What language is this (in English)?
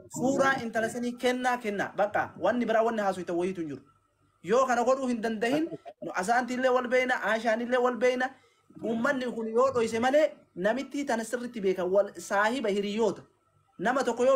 Oromo